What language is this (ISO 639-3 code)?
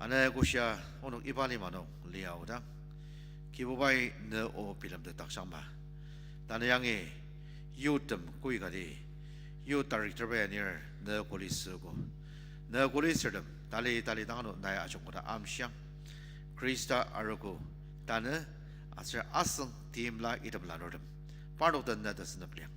njo